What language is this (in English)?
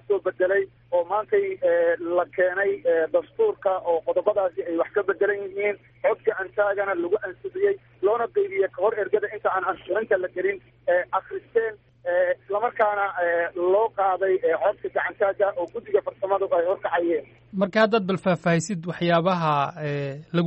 Somali